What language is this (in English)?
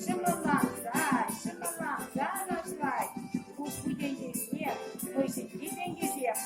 Chuvash